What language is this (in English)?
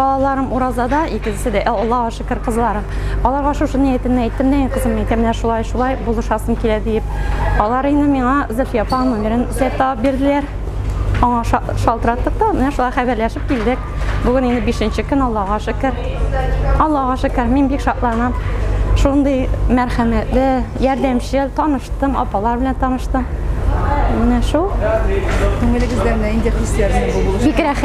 Tatar